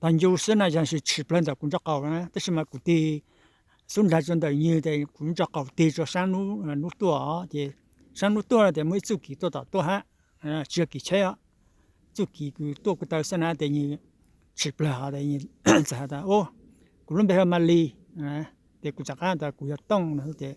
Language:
Hmong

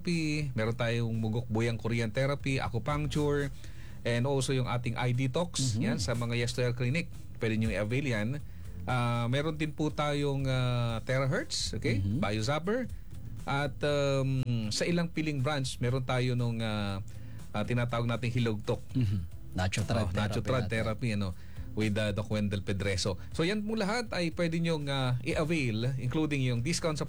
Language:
Filipino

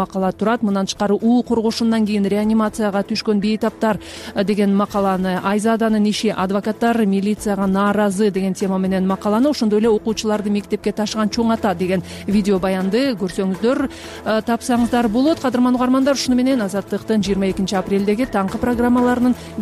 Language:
Kyrgyz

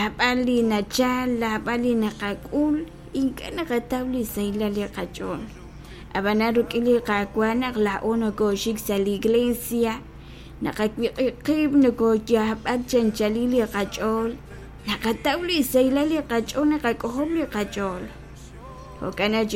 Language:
Kekchí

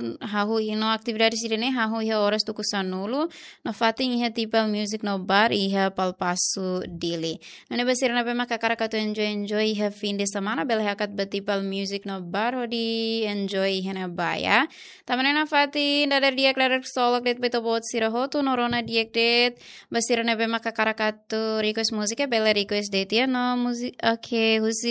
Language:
Tetum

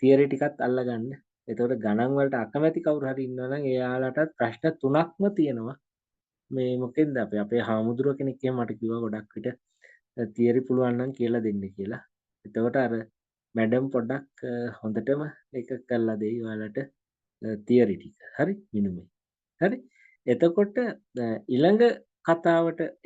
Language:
Sinhala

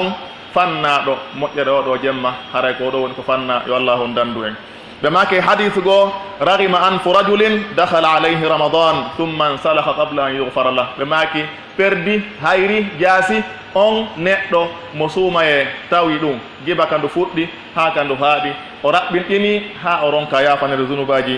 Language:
Pular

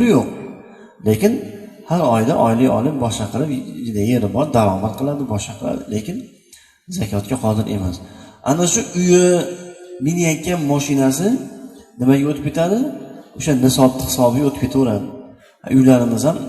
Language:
Uzbek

